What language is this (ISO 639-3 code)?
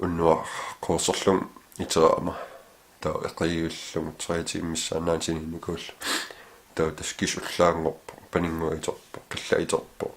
kal